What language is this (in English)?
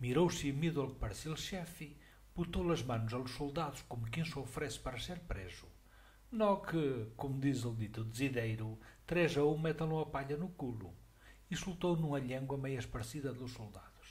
Mirandese